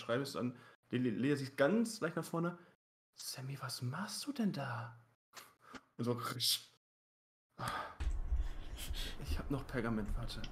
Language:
German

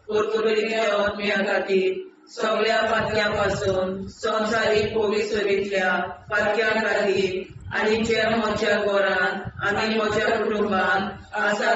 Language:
Konkani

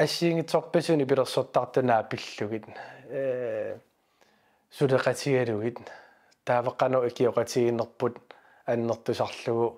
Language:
Kalaallisut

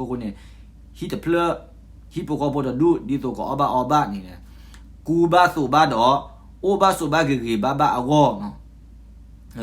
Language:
S'gaw Karen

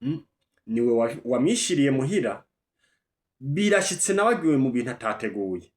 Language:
Rundi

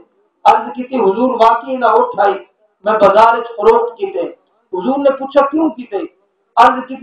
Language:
Saraiki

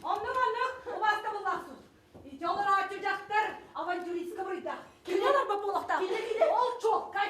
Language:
Yakut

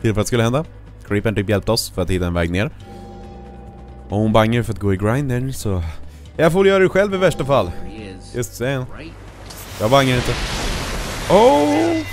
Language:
Swedish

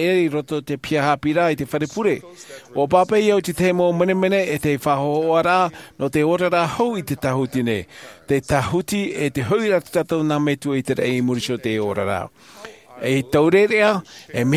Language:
Tahitian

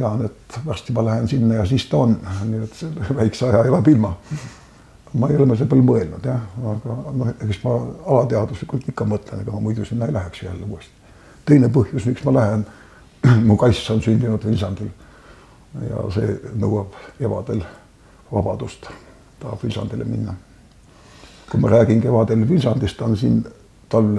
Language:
Estonian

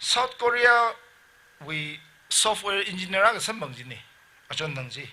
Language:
Tangkhul Naga (India)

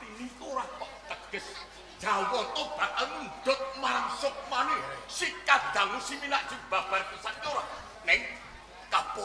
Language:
Javanese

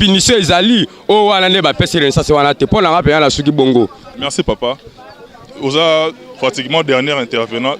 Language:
Lingala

